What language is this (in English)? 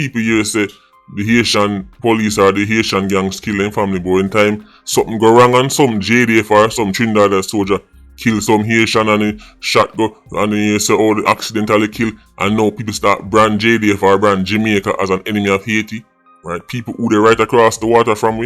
Jamaican Creole English